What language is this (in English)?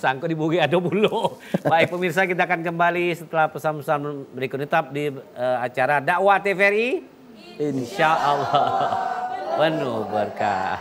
Musi